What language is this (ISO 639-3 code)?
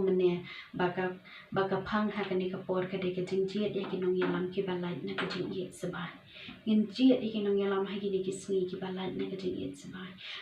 kha